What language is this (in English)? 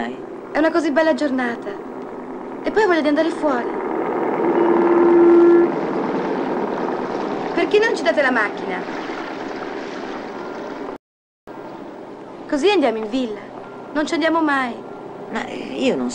Italian